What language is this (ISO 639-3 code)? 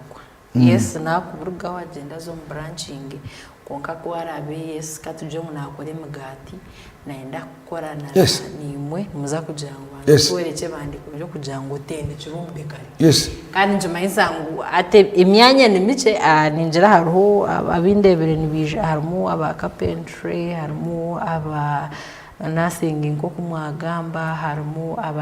nyn